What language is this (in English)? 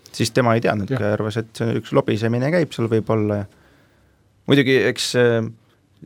Estonian